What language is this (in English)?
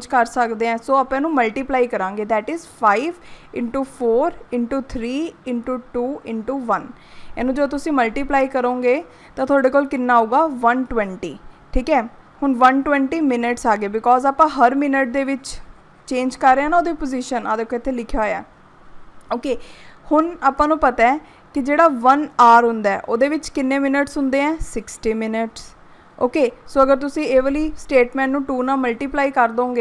Punjabi